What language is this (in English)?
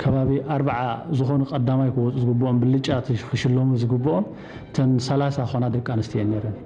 Tigrinya